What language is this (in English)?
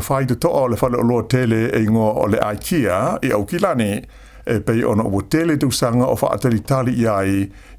Samoan